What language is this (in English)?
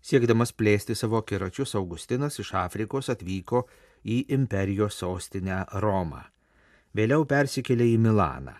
Lithuanian